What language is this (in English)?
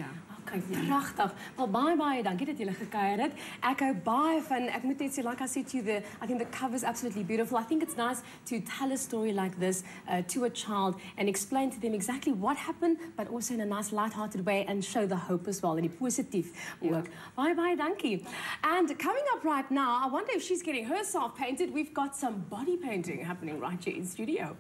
Afrikaans